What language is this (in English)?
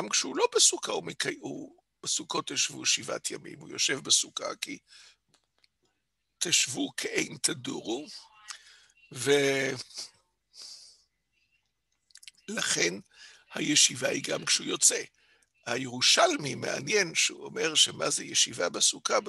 Hebrew